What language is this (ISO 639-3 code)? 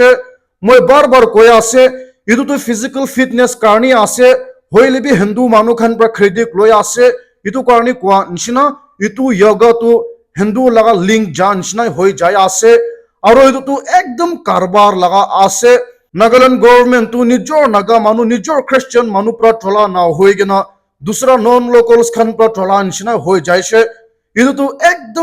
nag